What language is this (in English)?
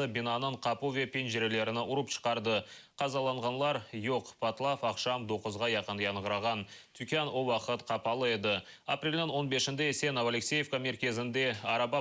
Crimean Tatar